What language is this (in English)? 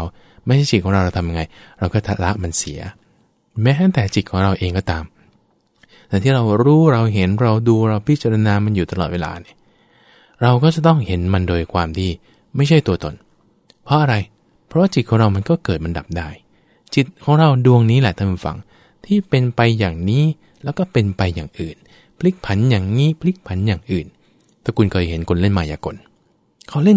Thai